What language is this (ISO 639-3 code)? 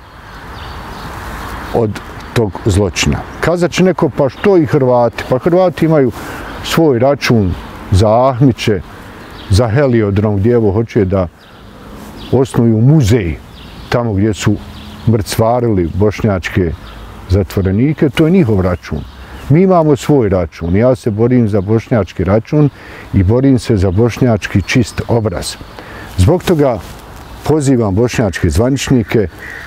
bos